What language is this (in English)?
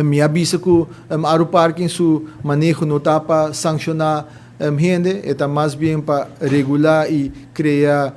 Papiamento